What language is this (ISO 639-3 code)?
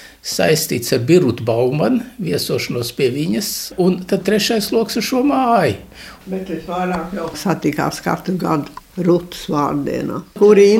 lav